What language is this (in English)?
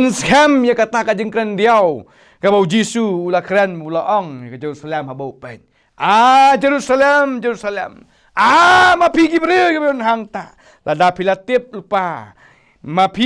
Khasi